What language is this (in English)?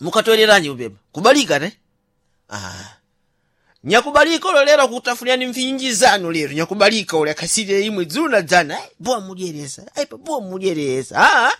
Sena